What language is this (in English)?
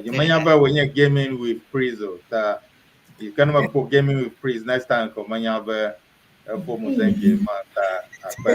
Ewe